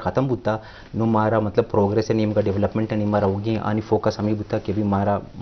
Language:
Eastern Balochi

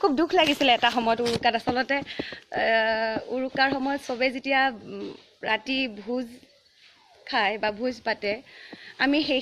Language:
Assamese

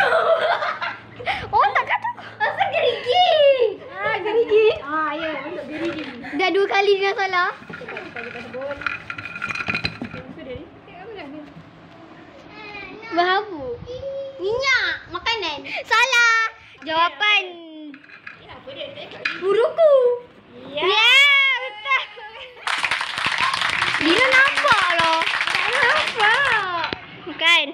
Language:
Malay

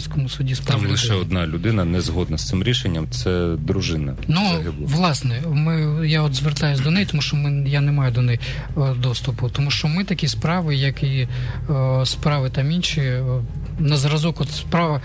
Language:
Ukrainian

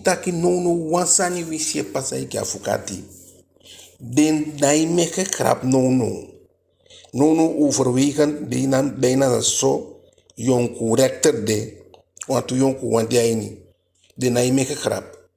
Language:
Eastern Maroon Creole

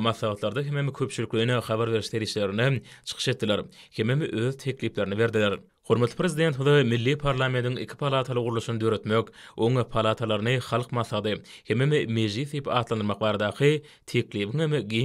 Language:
Turkmen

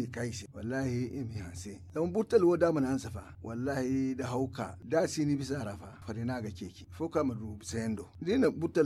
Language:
Zarma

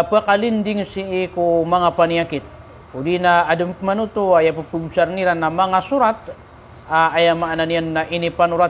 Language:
Maranao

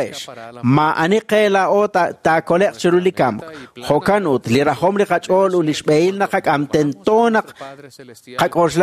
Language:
Kekchí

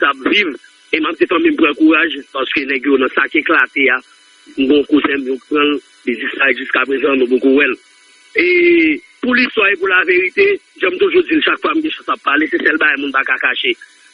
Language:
Haitian Creole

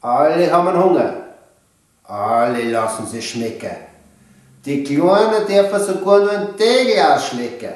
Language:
Bavarian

